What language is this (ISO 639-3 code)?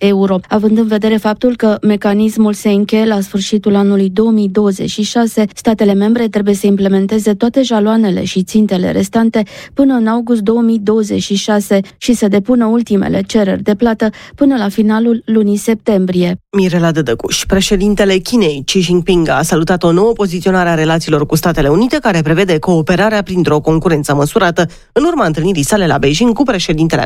ron